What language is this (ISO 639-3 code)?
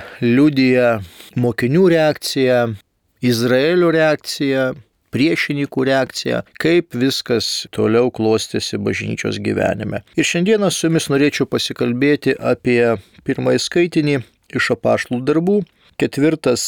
lit